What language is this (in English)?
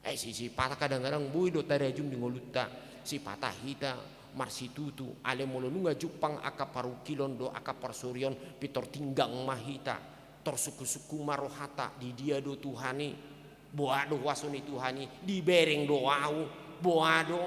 Batak Toba